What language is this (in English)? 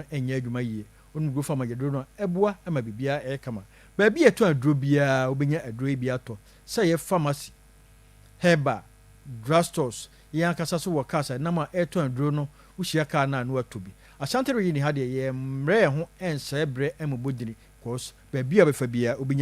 Akan